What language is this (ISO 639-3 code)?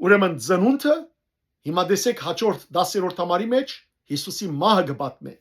hyw